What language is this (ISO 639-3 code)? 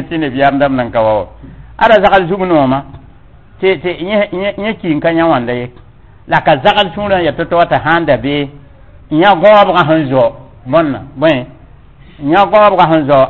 mos